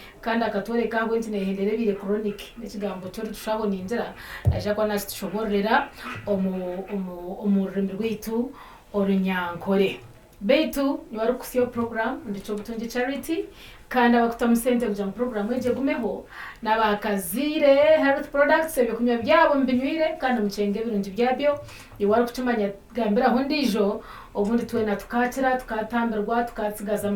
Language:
Nyankole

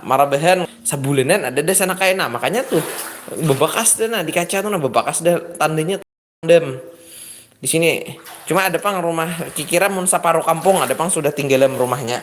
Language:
Banjar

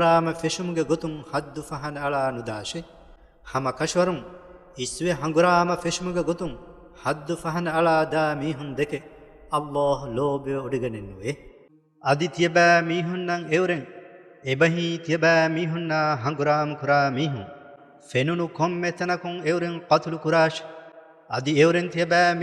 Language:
Divehi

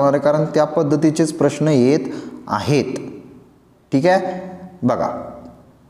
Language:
Marathi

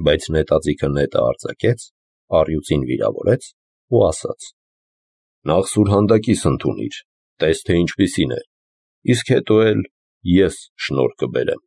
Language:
Armenian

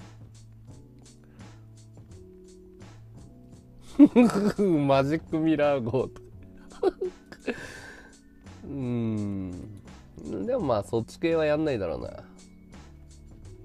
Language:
Japanese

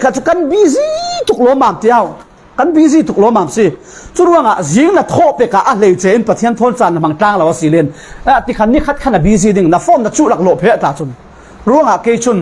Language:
Falam Chin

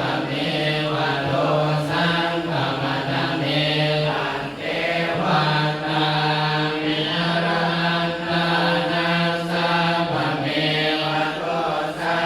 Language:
Pali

